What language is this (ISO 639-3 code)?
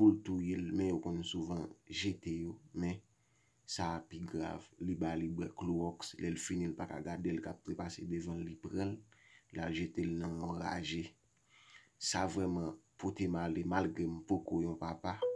hat